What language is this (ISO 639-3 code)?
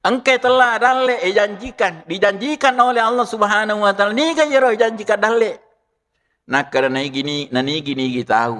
bug